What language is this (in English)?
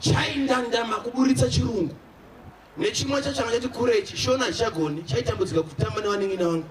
Shona